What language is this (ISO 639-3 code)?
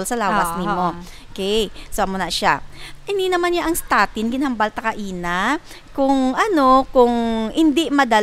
hil